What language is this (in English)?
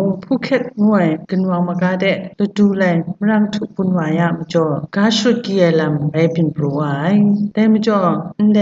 Kachin